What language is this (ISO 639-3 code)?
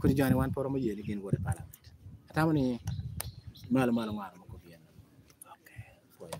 laj